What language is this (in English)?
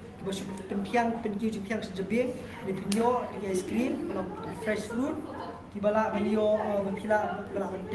Khasi